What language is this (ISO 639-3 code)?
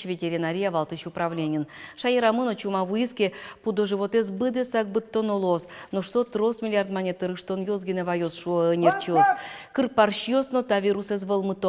udm